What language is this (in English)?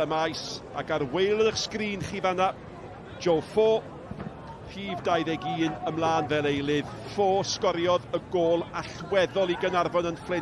Welsh